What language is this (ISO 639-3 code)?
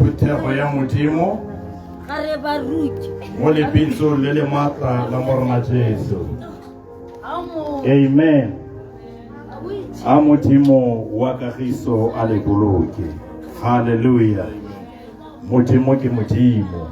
tsn